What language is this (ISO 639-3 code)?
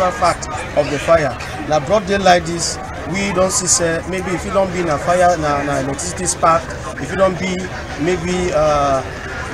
wes